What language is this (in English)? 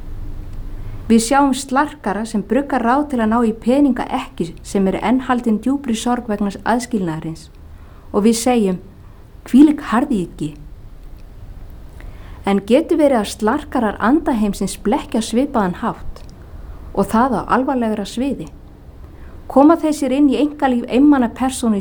Icelandic